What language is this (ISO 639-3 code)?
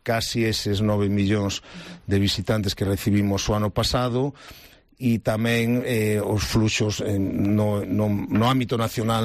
glg